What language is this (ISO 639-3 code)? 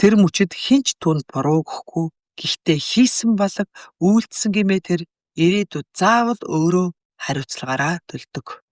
mon